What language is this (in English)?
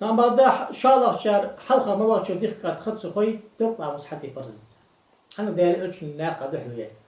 Ingush